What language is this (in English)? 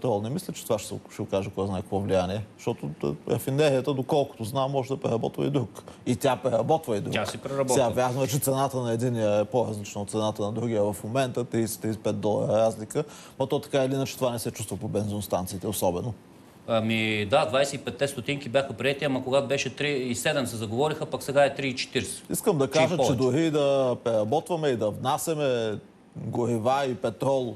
Bulgarian